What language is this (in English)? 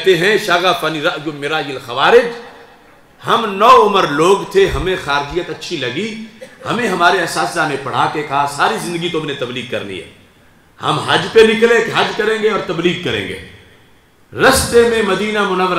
Urdu